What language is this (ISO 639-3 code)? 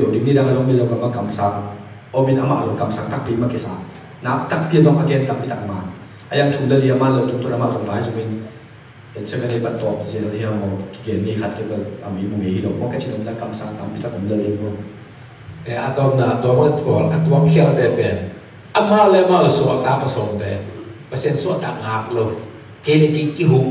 ctd